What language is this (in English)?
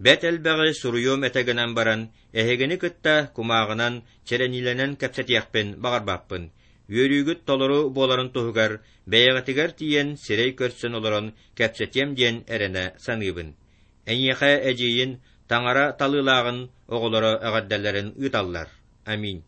Yakut